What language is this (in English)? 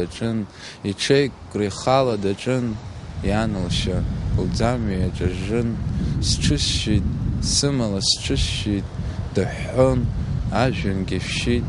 Abkhazian